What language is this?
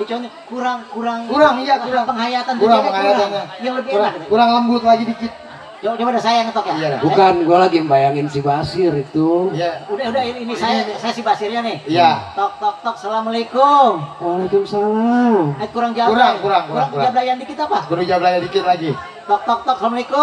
Betawi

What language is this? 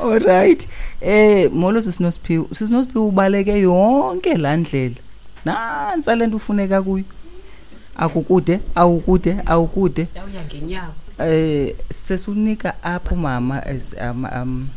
Xhosa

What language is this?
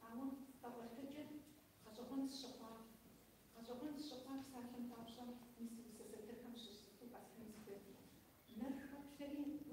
Kabardian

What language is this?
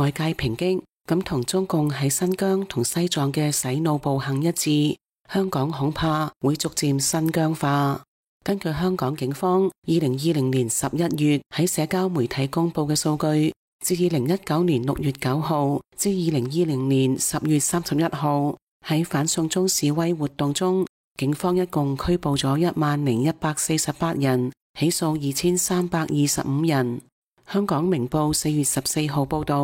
Cantonese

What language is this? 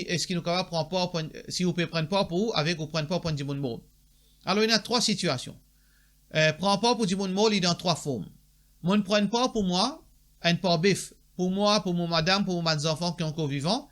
Morisyen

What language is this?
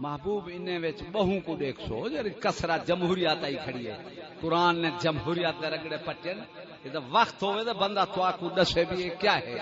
Saraiki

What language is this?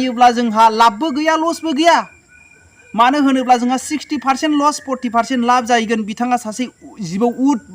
Bodo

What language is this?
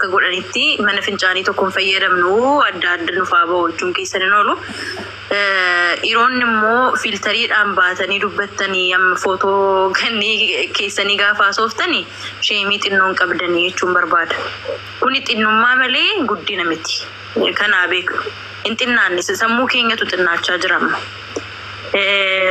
Oromo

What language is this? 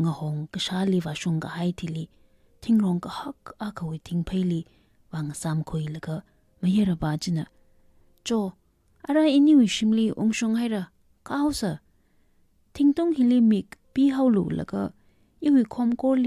Tangkhul Naga (India)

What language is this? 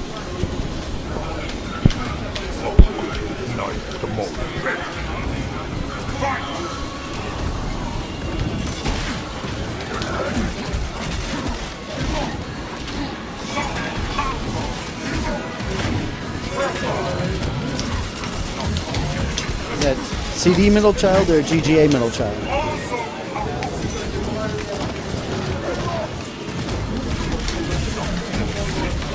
English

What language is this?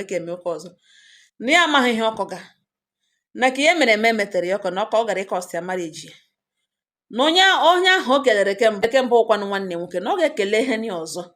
Igbo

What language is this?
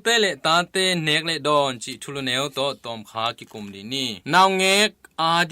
Tedim Chin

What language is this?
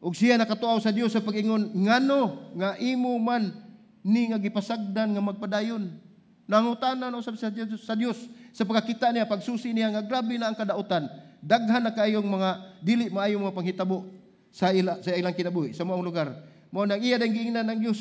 Cebuano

